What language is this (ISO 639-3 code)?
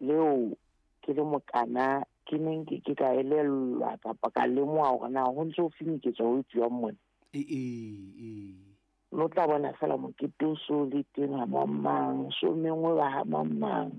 sot